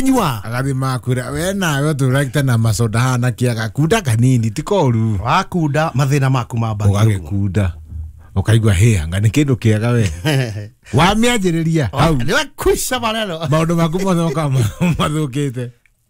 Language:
Kikuyu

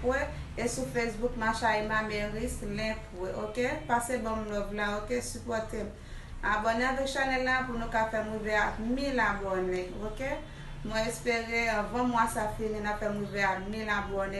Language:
Haitian Creole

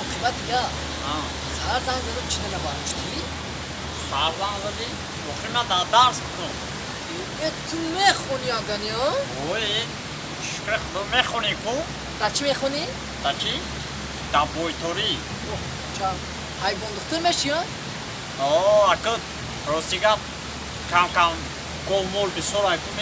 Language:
Tajik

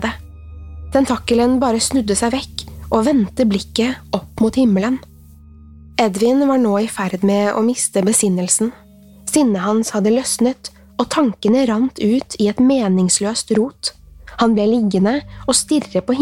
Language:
Norwegian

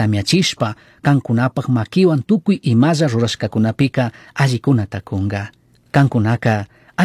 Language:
Chimborazo Highland Quichua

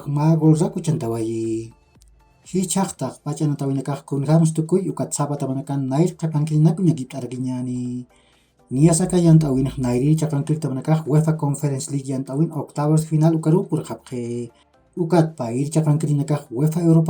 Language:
Aymara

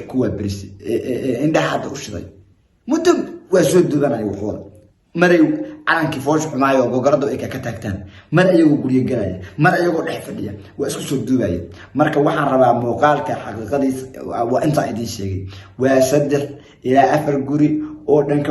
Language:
Somali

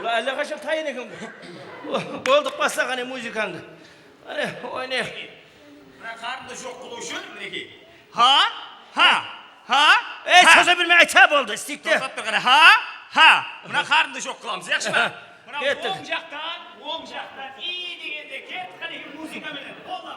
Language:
Kara-Kalpak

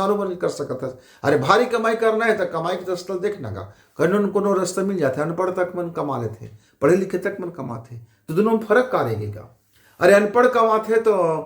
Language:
Chhattisgarhi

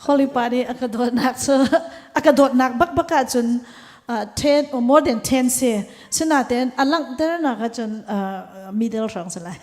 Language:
Hakha Chin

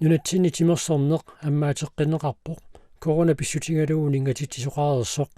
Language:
Kalaallisut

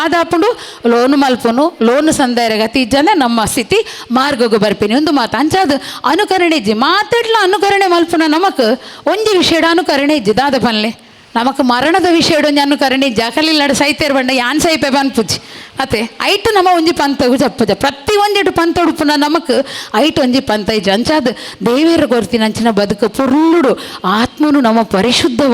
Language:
Tulu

